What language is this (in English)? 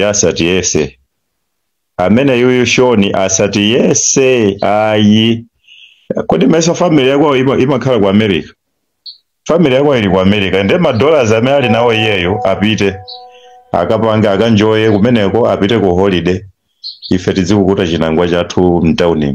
Nyanja